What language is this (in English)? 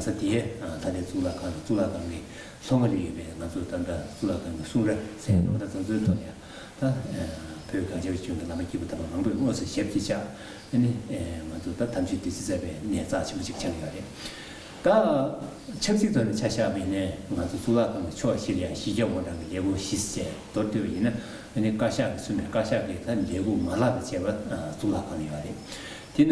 Tibetan